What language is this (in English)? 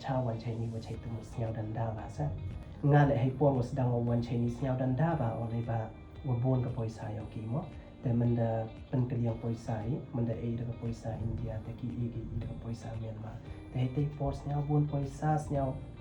Pnar